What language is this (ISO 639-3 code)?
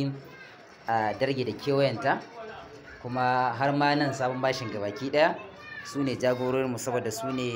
hau